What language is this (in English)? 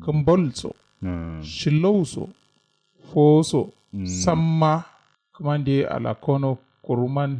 Kanuri